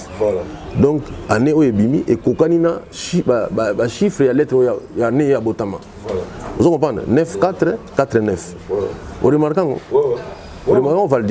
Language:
Lingala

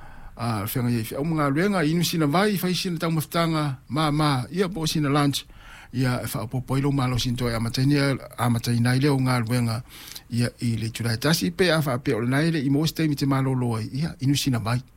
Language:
Samoan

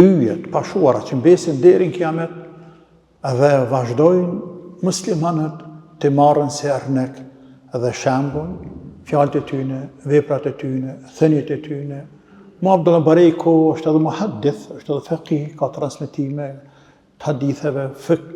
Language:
Albanian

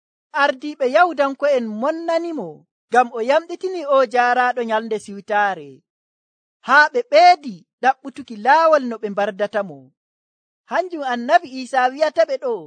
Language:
Nigerian Fulfulde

